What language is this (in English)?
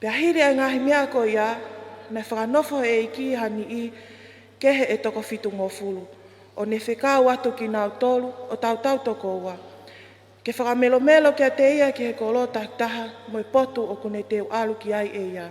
Tongan